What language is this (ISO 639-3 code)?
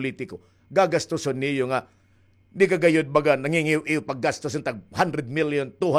war